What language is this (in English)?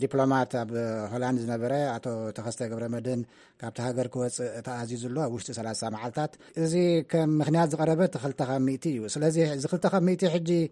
Tigrinya